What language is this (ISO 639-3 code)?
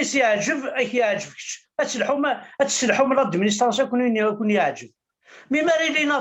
kab